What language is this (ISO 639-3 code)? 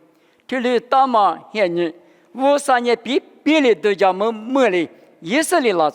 lis